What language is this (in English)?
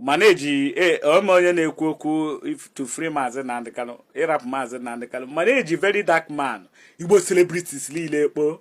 Igbo